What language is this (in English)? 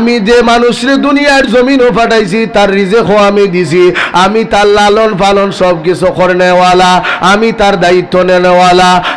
Sylheti